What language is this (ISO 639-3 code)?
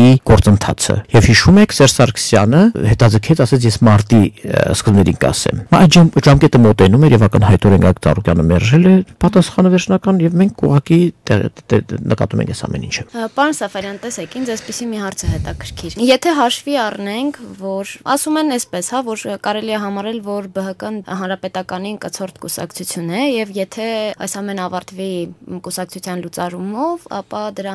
hye